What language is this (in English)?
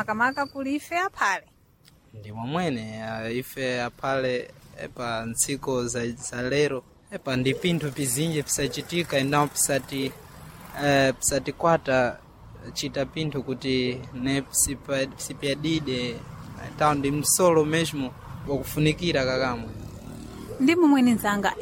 Sena